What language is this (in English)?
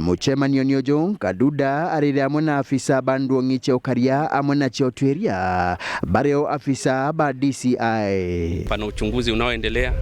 Meru